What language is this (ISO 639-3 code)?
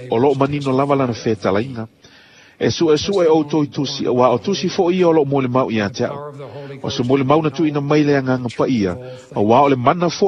smo